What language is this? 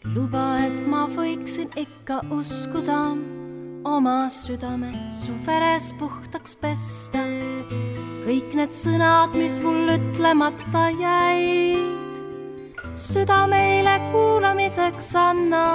Estonian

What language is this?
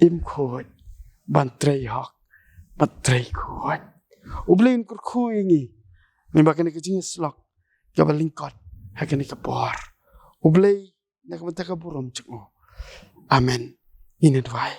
Khasi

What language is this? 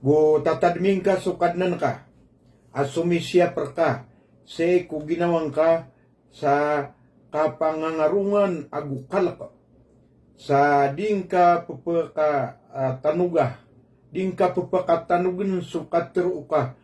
Maranao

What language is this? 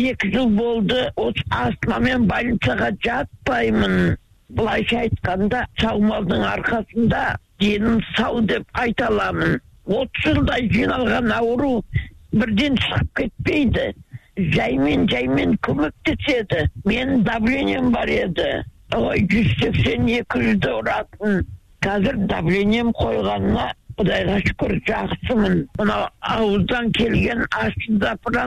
Kazakh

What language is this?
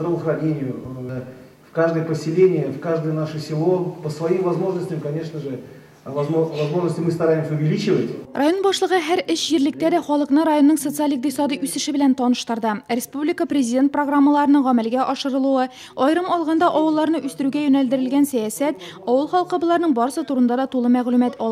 Tatar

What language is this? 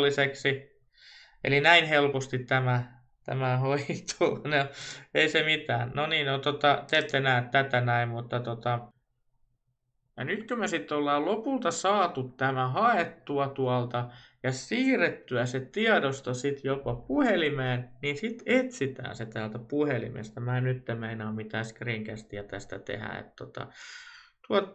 Finnish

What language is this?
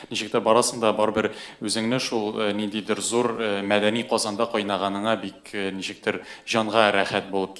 Tatar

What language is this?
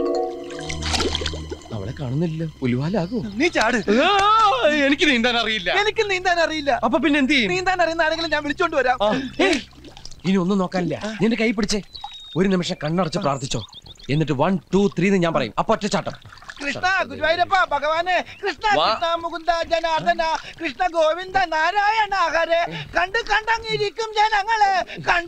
Malayalam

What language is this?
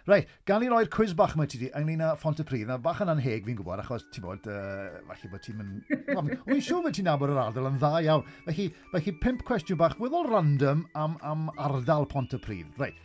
Welsh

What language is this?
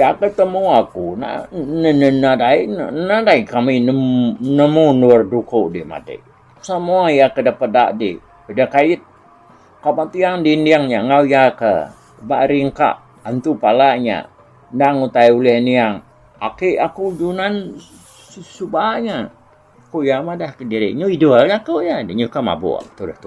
Iban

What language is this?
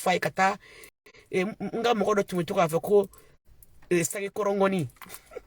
Bambara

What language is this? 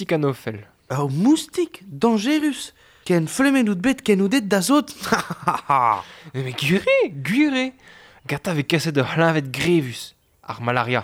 Breton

